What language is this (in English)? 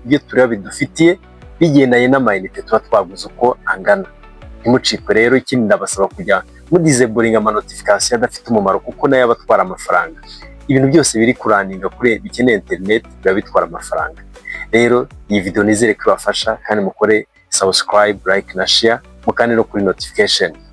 Kinyarwanda